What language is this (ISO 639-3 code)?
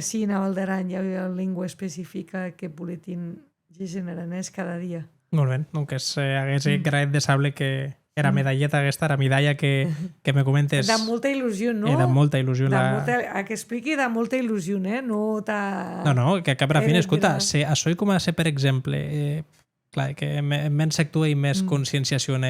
oci